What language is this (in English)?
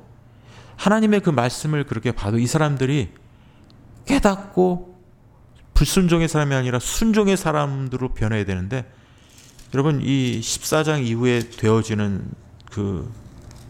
Korean